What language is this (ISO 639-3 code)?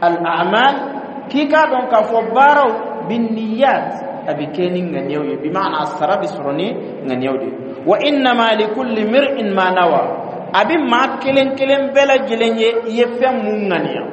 bam